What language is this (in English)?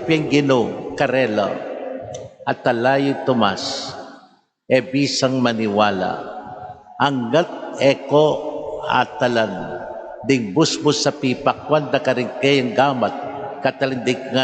Pampanga